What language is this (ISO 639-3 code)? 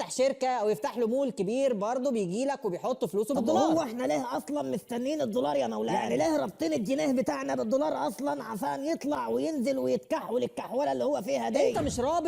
arz